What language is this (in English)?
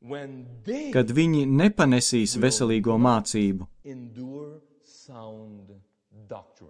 Latvian